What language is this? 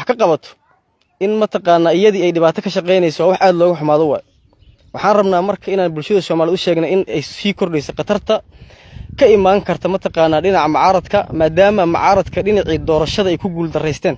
Somali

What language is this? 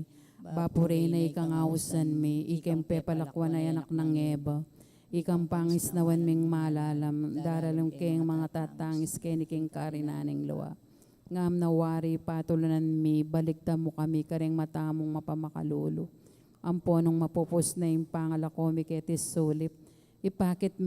Pampanga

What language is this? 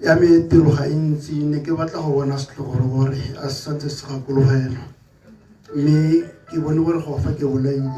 Tswana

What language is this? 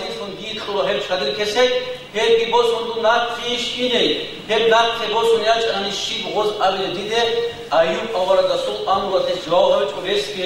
Avaric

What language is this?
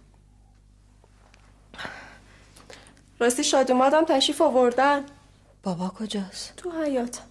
Persian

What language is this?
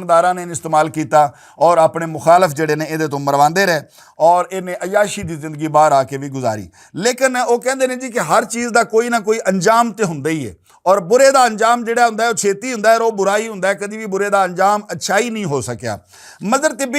Western Panjabi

